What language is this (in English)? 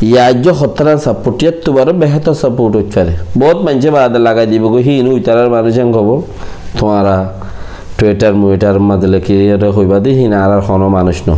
Rohingya